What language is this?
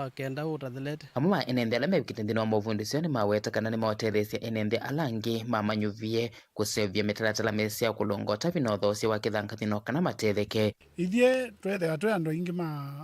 Kamba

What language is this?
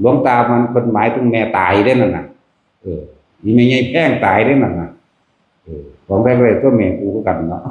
Northeastern Thai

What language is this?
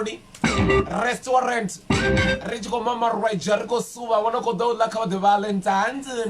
Venda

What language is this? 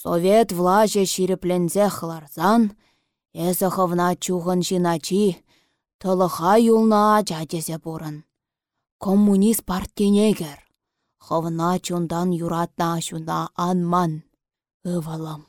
Chuvash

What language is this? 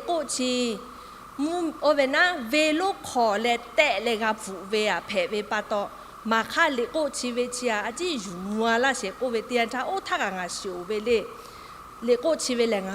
Lahu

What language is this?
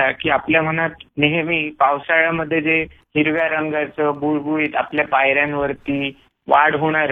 Marathi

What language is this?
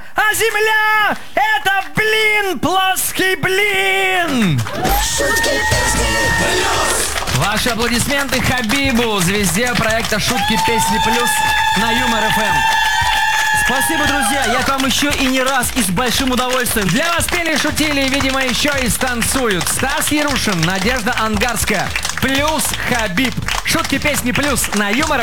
Russian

